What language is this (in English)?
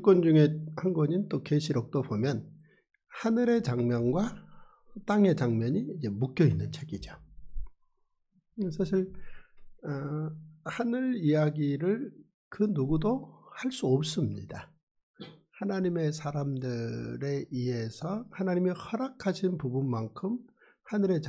Korean